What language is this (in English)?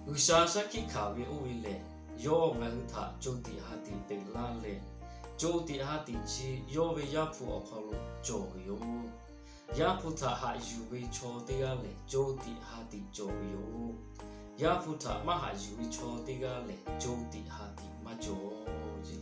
Lahu